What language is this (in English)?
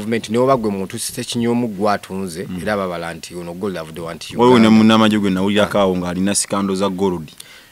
Ganda